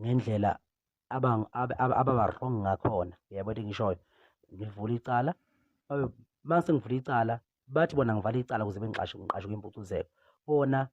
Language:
Zulu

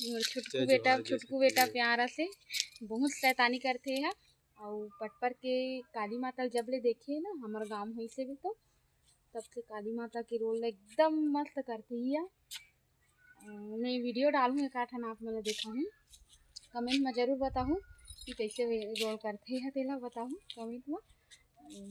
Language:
Chhattisgarhi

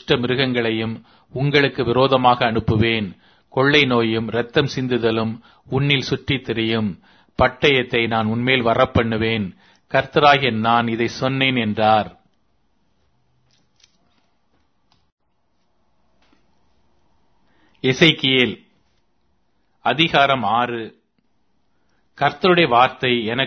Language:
Tamil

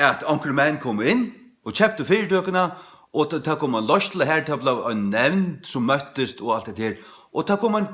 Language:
Faroese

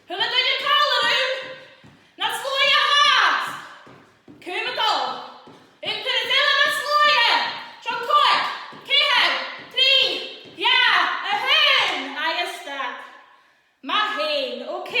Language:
Scottish Gaelic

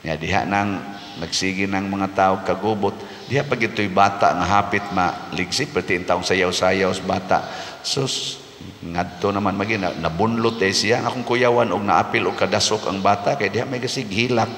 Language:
Cebuano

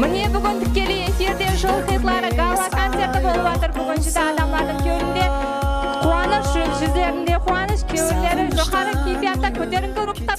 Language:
Kara-Kalpak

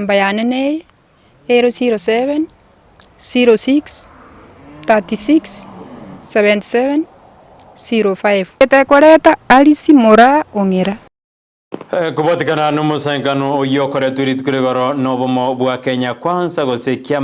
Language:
Gusii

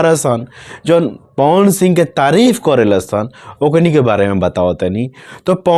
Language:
Bhojpuri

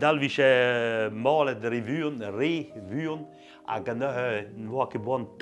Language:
Breton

